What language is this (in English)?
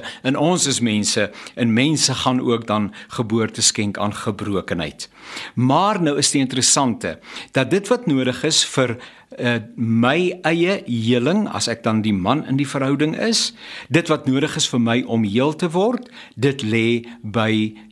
Afrikaans